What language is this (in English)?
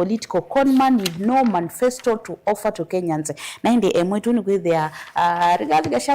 Kamba